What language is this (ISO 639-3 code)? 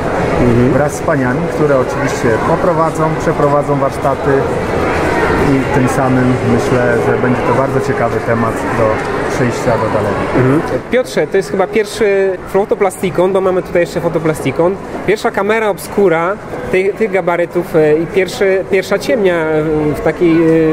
pol